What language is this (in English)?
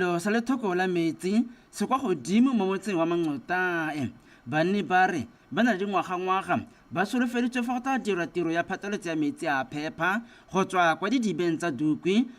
Tswana